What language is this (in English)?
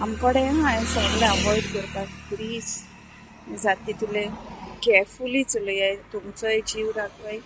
Konkani